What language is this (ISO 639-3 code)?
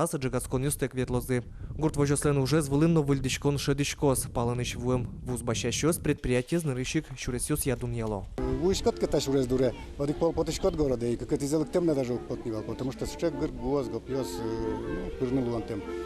udm